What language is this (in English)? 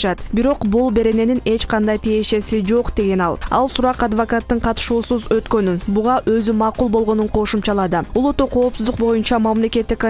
Kyrgyz